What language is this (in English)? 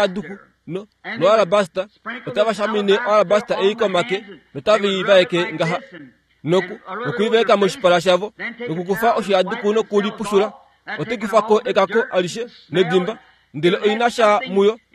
Kuanyama